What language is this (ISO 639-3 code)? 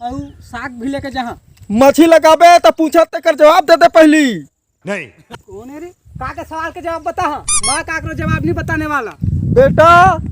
hne